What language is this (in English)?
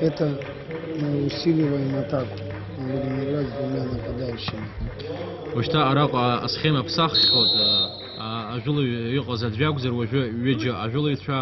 Abkhazian